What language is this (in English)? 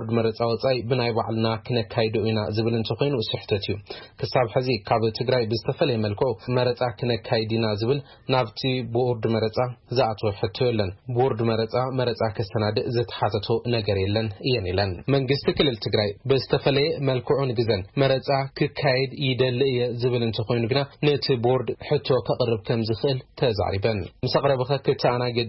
Tigrinya